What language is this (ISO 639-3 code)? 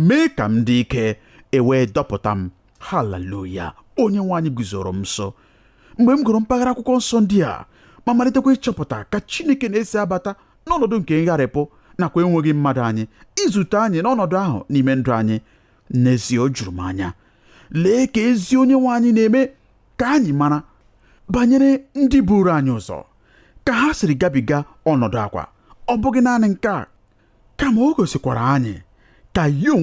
ibo